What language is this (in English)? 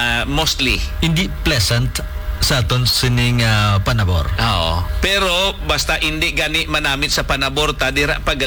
Hiligaynon